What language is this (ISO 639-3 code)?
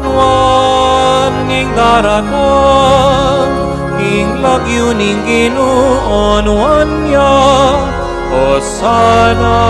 pam